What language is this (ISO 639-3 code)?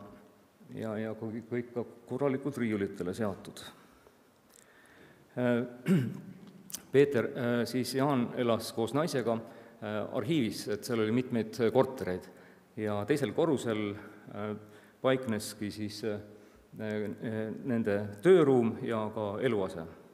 est